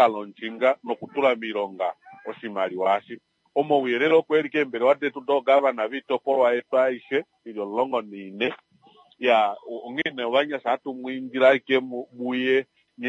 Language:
Kuanyama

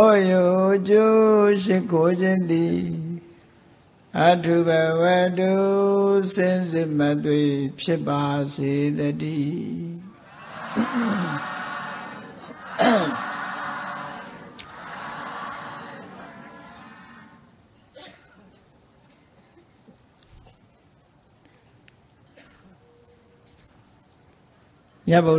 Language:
Burmese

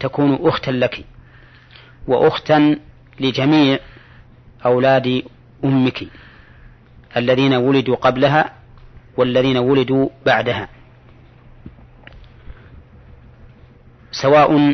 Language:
Arabic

